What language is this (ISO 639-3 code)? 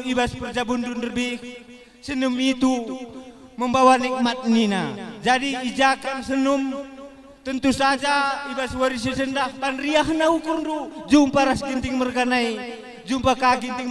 btx